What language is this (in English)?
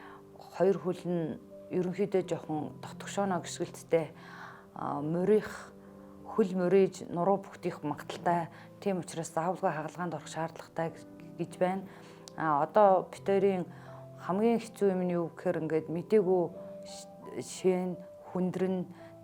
Mongolian